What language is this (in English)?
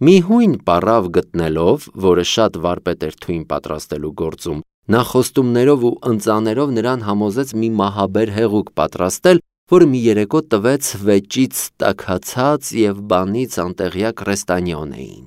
Armenian